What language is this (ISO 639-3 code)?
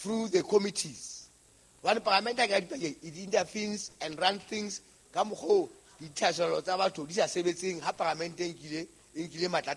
sot